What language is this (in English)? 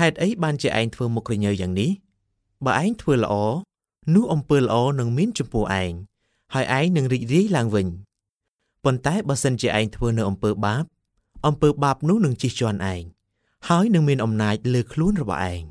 Khmer